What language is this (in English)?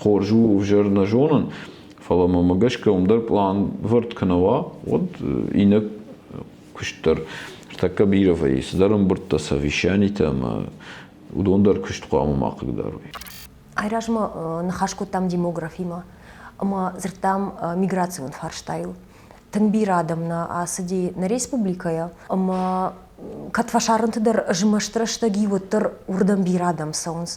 Ossetic